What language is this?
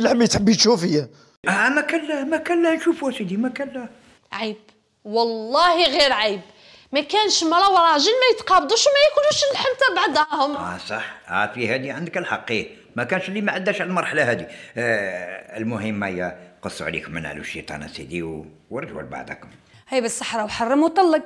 Algerian Arabic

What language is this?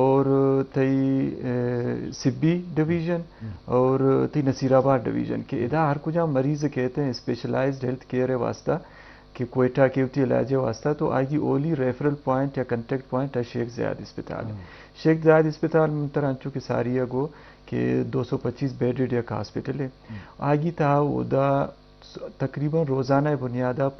Eastern Balochi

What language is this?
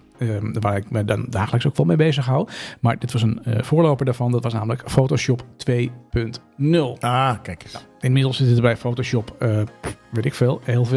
Dutch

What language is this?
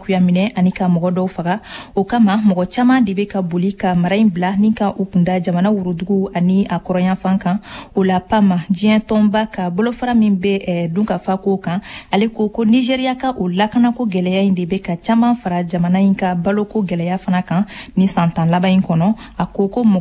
Bambara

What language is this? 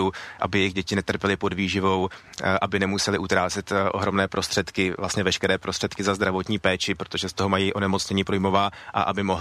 Czech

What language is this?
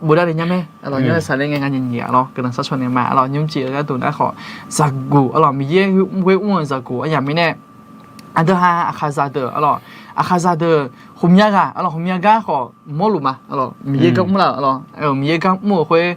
Akha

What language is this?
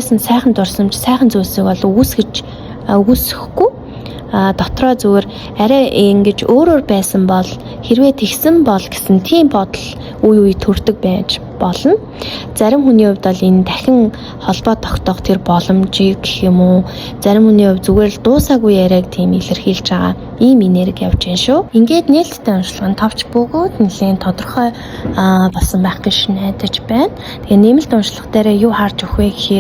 Mongolian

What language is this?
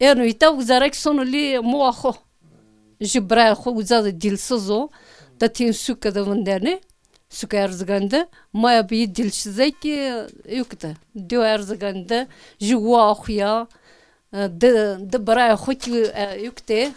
Zaza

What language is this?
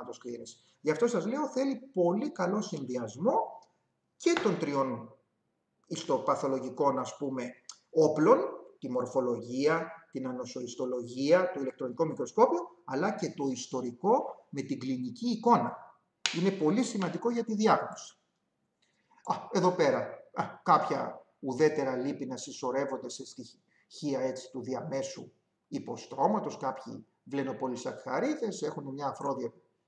Greek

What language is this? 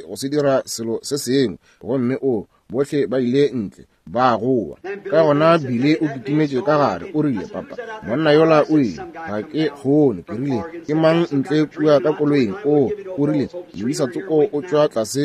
Northern Sotho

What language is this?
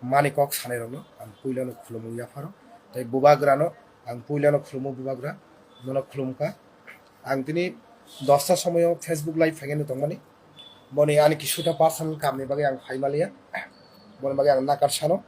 Kok Borok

